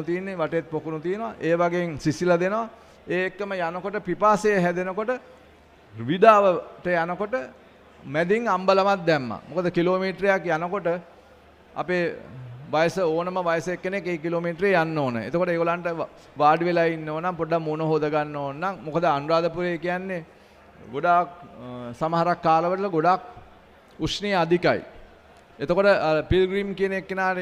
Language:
Sinhala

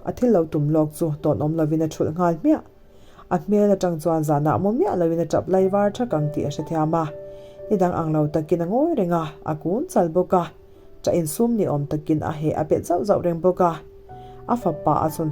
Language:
Mizo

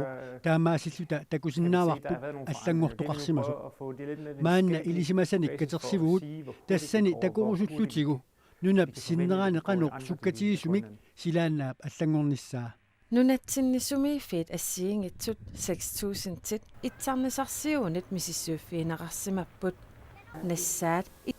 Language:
Kalaallisut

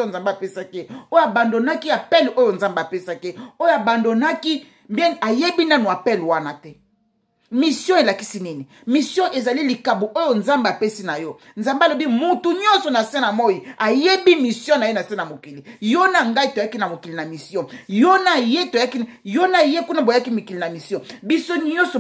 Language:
Lingala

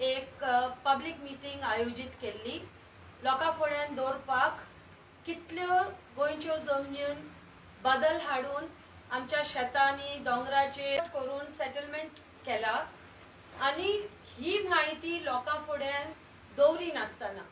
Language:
Konkani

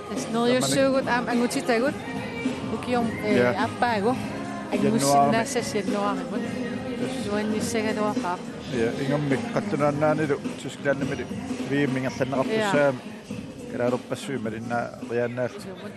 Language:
Kalaallisut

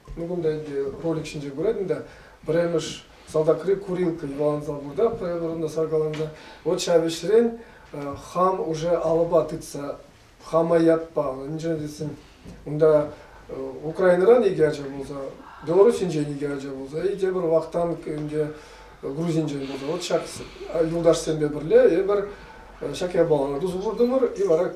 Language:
Chuvash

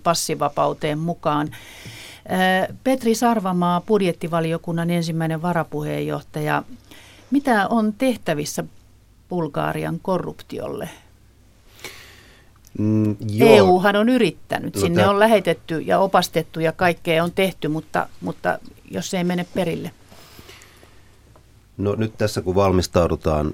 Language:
Finnish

